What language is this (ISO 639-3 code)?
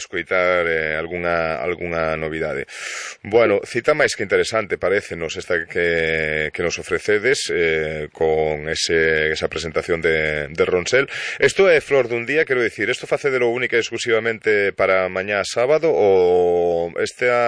glg